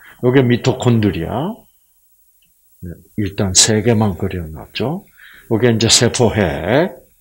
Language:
Korean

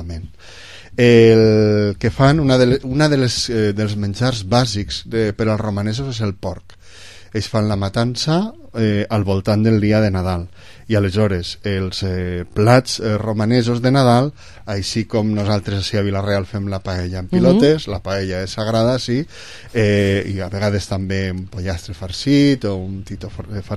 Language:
Catalan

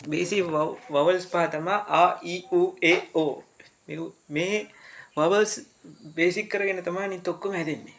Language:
Sinhala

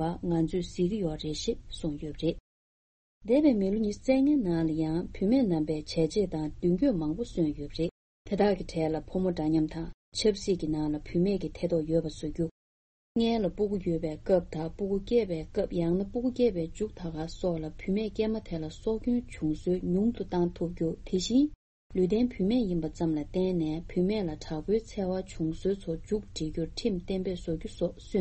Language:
Tibetan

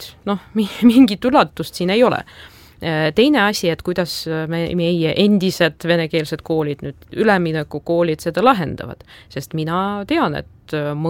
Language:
Estonian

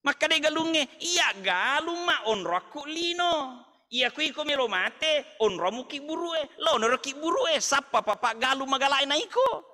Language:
Buginese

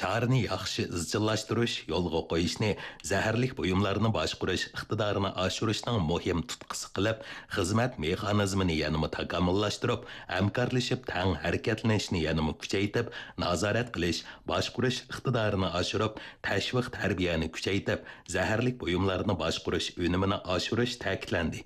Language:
Uyghur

